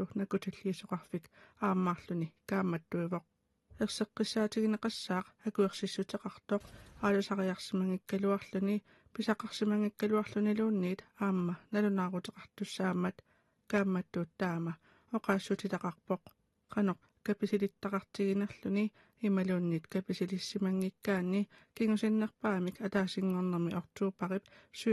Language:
Kalaallisut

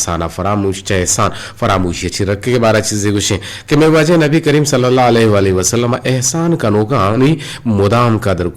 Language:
Eastern Balochi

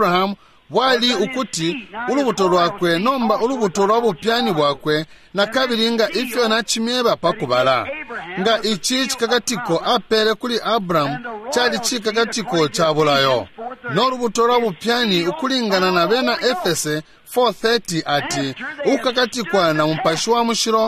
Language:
Bemba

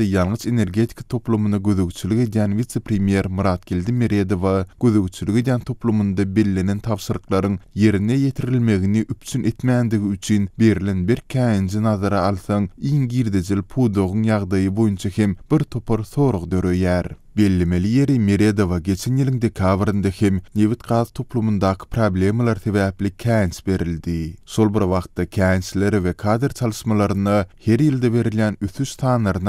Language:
Turkmen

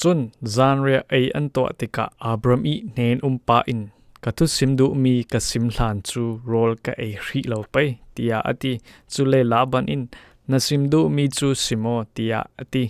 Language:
Falam Chin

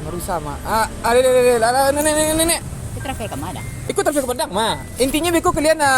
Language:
Minangkabau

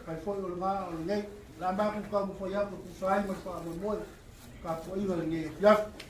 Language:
Samoan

